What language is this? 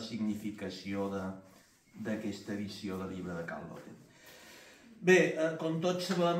Catalan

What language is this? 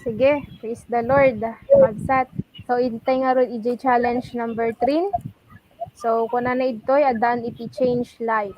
Iloko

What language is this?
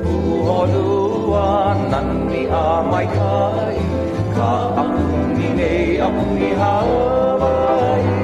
Hawaiian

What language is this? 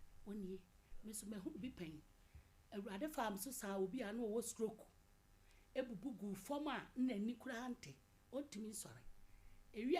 Akan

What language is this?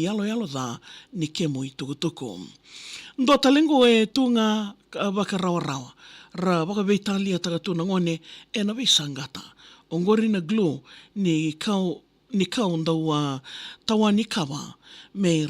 Fijian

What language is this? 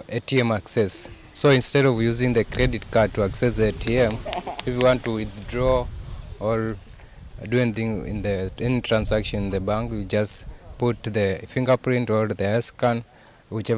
Kamba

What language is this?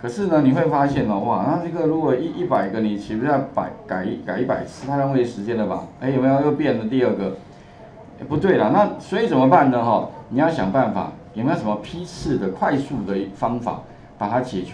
Chinese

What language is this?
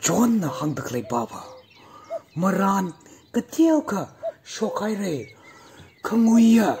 Tangkhul Naga (India)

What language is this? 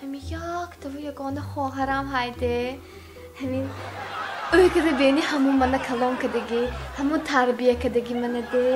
Tajik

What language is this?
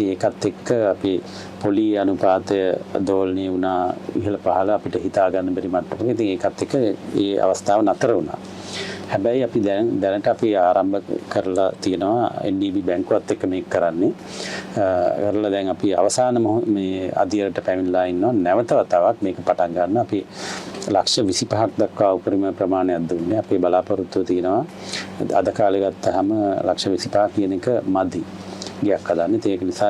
Sinhala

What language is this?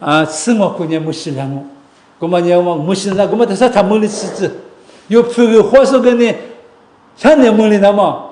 Lisu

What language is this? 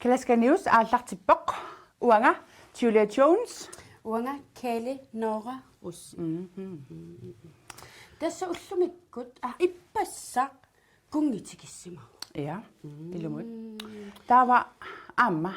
Kalaallisut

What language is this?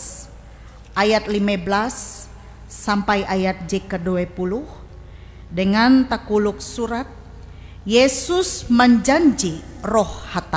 Ngaju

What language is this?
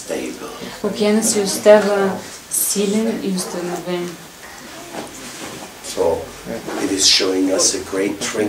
English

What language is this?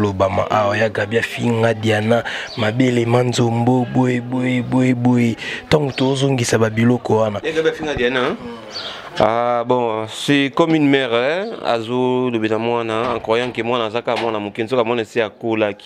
Lingala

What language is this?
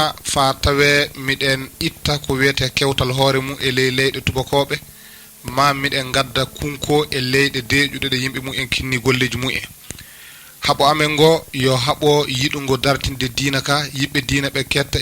Fula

